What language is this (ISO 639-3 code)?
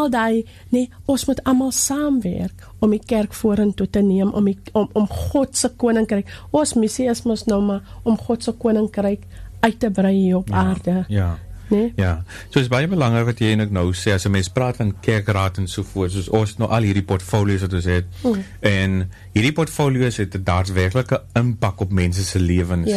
afr